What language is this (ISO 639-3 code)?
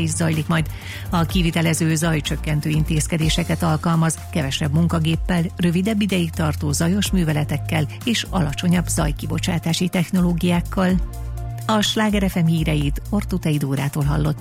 hun